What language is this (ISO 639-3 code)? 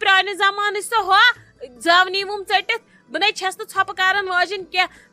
kas